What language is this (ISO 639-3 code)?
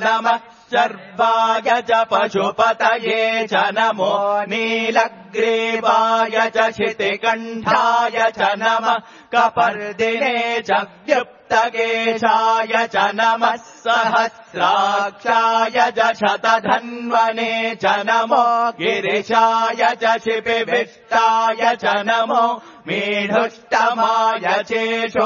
san